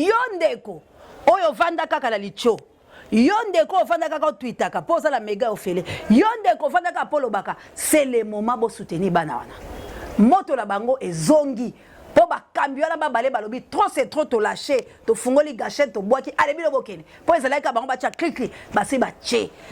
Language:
Lingala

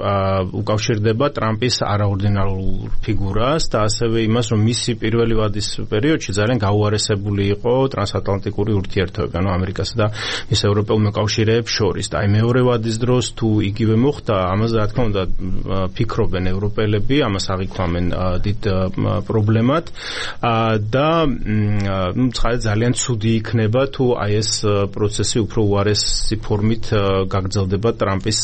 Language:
Georgian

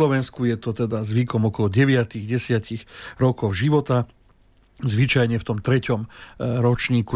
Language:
Slovak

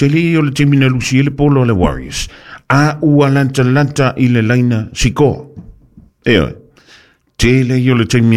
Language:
Samoan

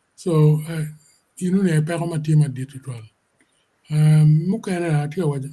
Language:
Acoli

